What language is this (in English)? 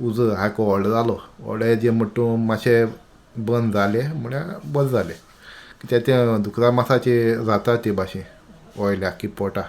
Konkani